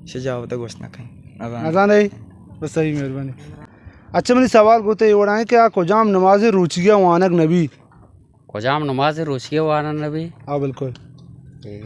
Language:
Baluchi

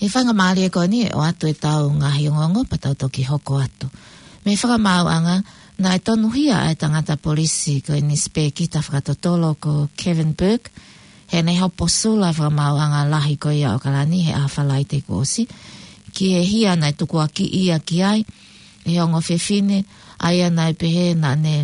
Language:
Tongan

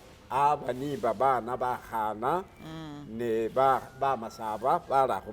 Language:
Masaaba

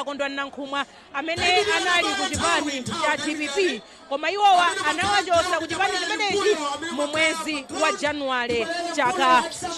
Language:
Nyanja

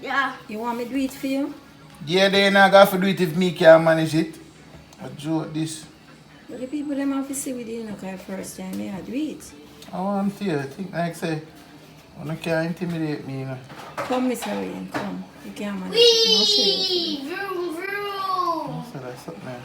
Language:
Jamaican Creole English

